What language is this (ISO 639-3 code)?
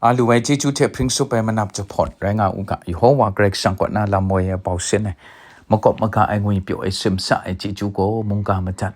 kac